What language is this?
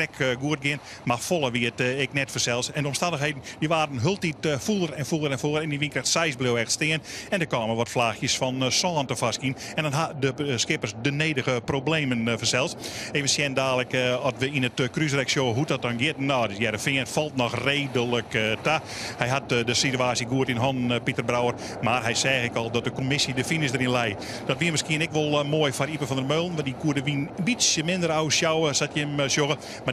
Western Frisian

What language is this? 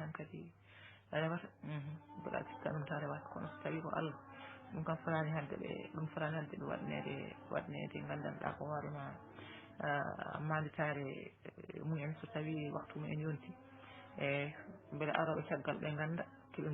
Fula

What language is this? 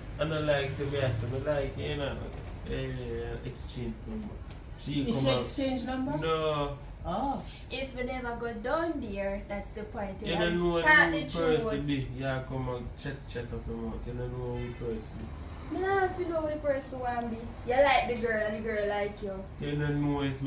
Jamaican Creole English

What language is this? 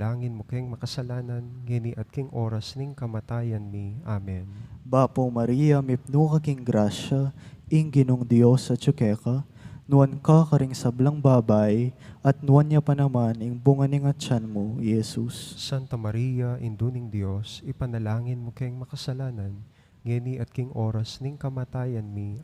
Pampanga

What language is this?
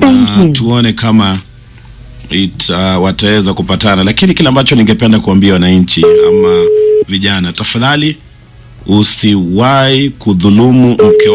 Swahili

